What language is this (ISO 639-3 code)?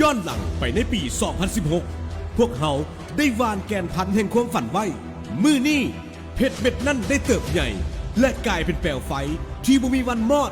lao